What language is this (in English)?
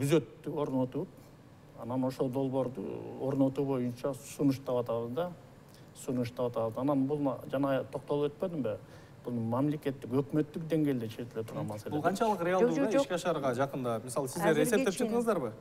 Kyrgyz